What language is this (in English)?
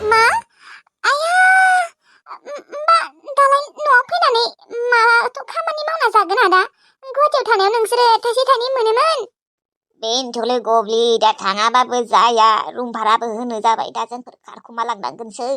Bodo